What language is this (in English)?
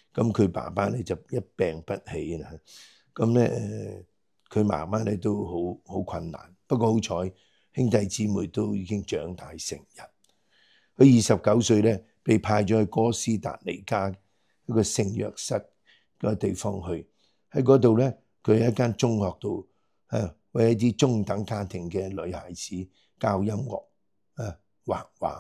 Cantonese